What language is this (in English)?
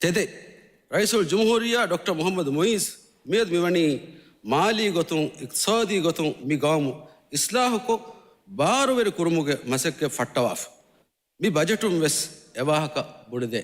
Divehi